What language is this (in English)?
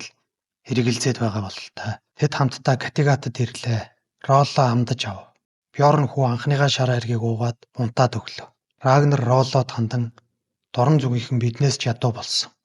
Mongolian